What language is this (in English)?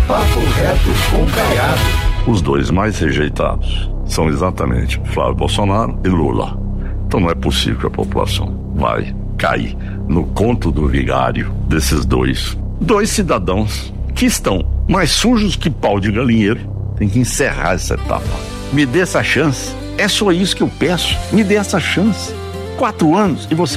Portuguese